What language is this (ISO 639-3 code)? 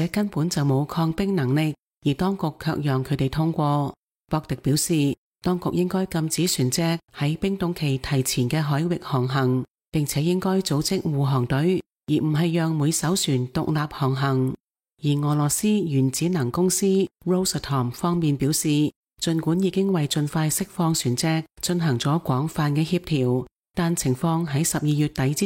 yue